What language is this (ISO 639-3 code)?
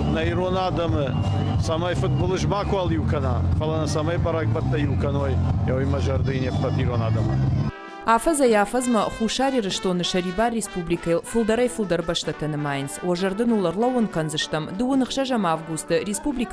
oss